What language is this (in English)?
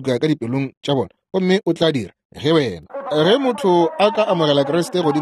Northern Sotho